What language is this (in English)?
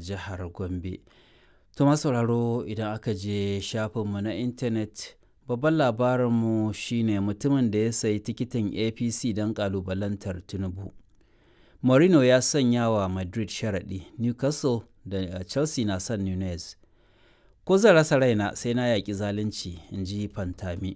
Hausa